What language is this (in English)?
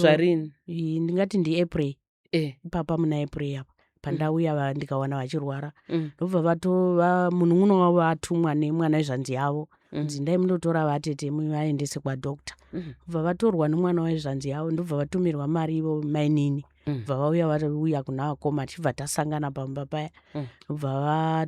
Shona